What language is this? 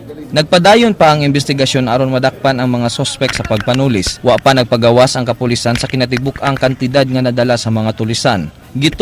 Cebuano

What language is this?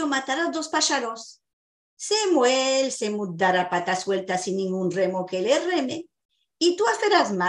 Ladino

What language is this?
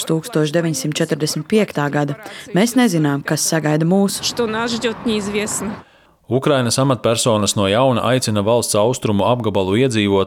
Latvian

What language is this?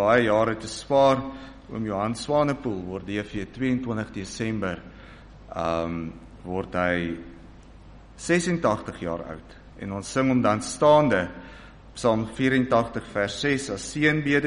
Afrikaans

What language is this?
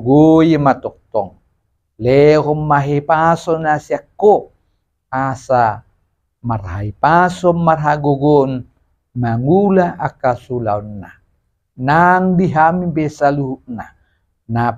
Batak Toba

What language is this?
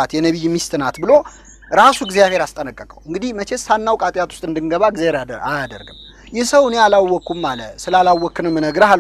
Amharic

